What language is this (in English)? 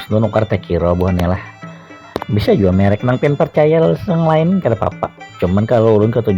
Banjar